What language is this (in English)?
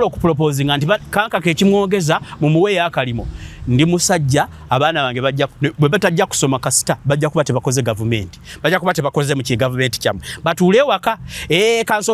Ganda